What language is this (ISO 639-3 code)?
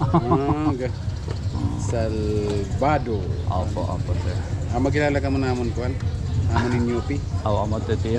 war